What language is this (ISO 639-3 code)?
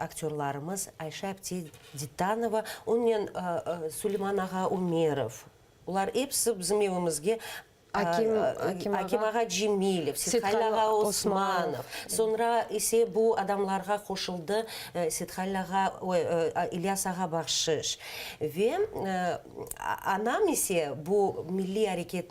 crh